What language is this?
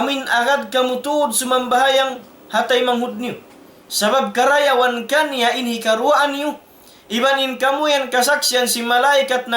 Tausug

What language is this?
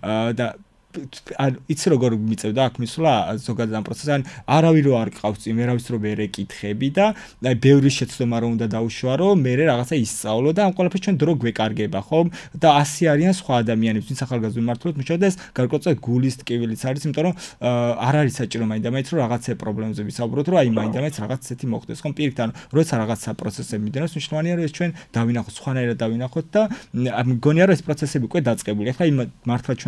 Georgian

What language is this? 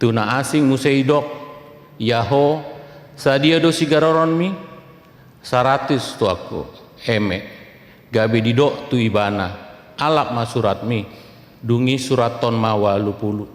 Batak Toba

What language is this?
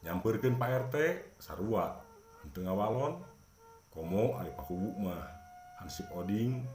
Sundanese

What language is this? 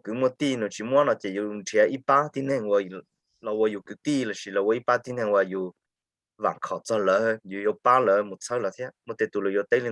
Hmong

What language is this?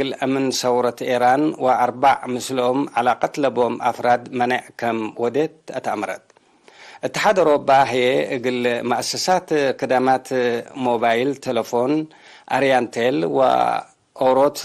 Tigre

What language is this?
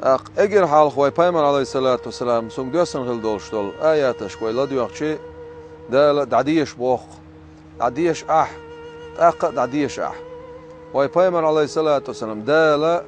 Chechen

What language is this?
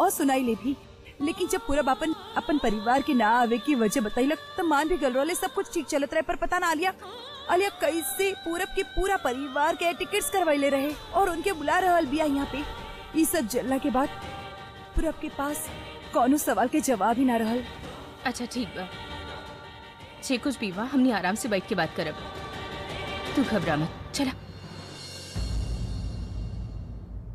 Bhojpuri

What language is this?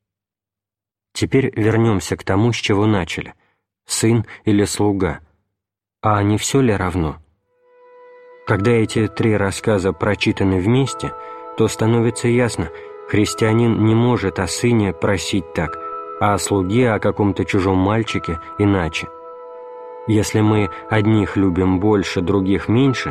Russian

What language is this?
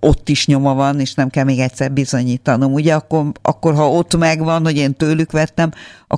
Hungarian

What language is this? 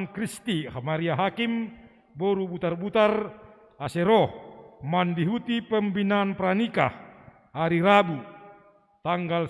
Batak Simalungun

